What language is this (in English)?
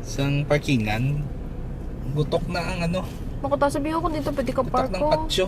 Hiligaynon